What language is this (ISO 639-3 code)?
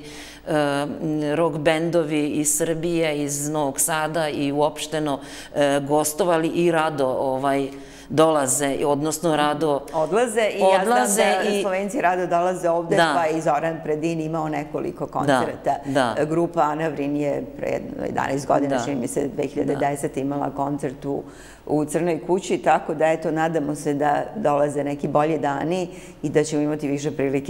srp